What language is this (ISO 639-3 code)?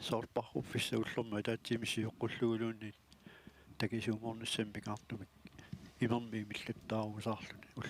kal